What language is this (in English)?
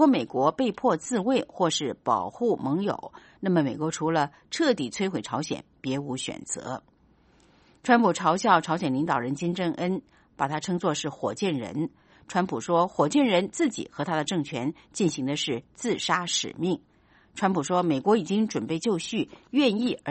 Chinese